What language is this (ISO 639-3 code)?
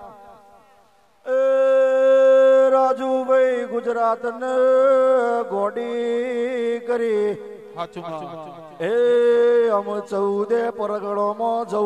guj